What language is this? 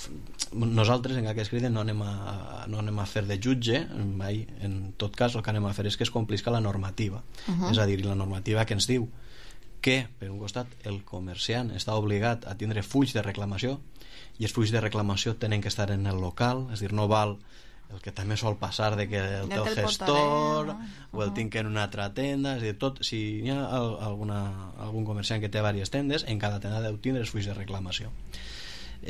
Catalan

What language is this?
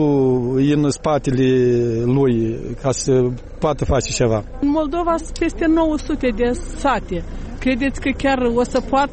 Romanian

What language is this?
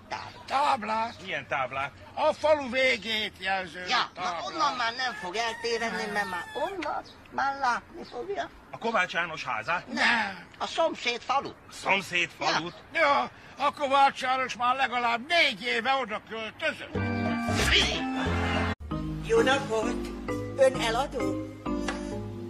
Hungarian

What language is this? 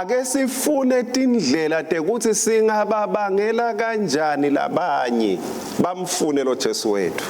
Swati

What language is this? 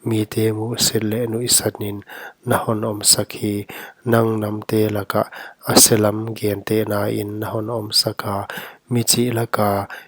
Paite Chin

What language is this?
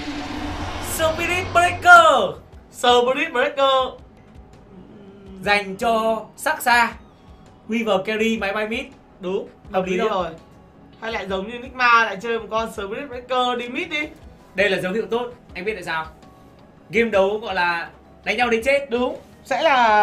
Vietnamese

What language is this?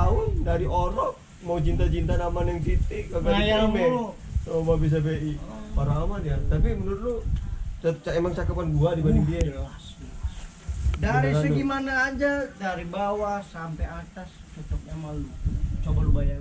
Betawi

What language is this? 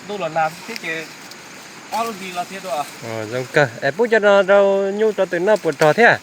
Hmong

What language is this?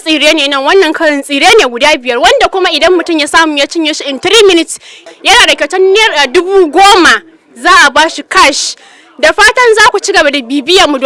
Hausa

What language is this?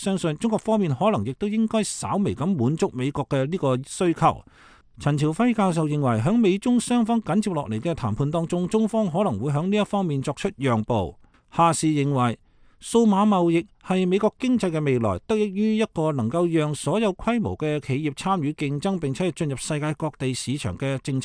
Cantonese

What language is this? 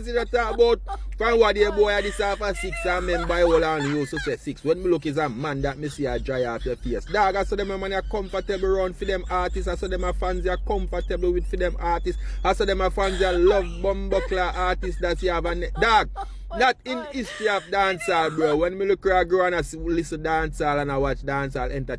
Jamaican Creole English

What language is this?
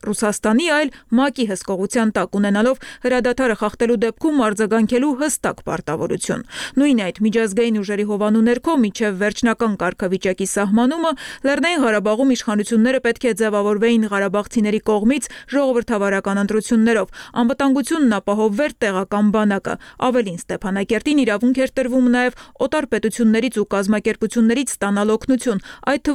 Armenian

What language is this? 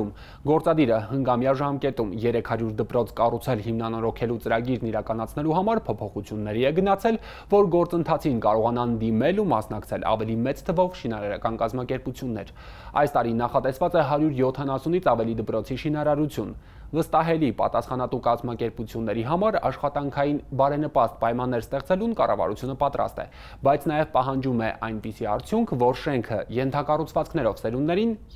Armenian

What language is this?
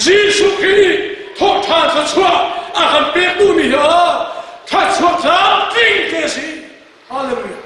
Hakha Chin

